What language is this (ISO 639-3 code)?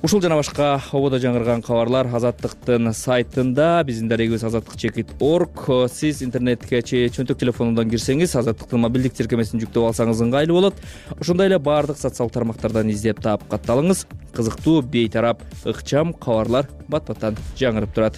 kir